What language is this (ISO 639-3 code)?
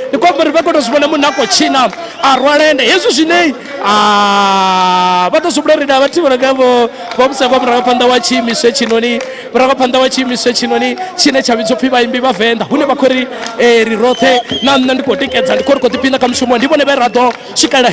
ven